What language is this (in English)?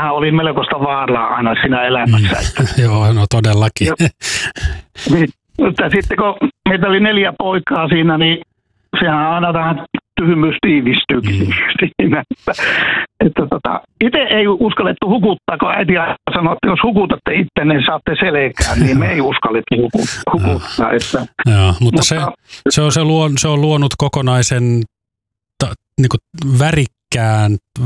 Finnish